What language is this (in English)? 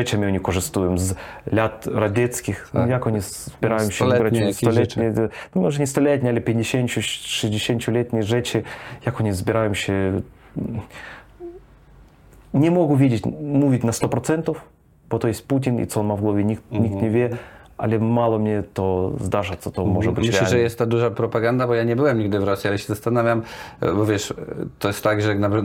Polish